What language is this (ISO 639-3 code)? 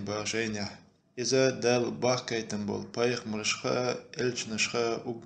che